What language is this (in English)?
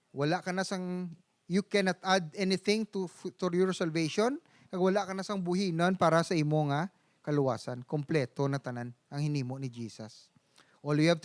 Hiligaynon